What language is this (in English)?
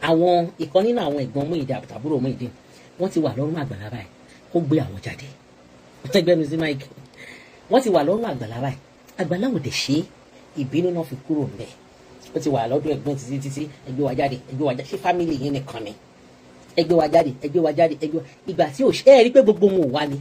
Yoruba